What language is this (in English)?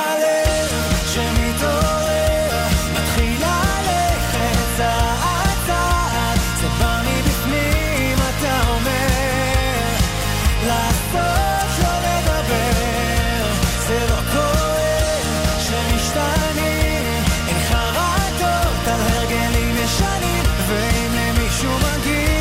Hebrew